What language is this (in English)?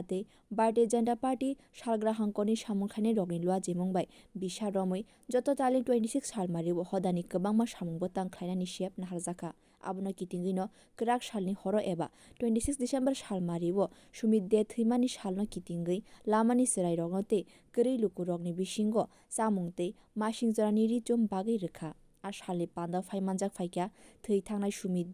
Kok Borok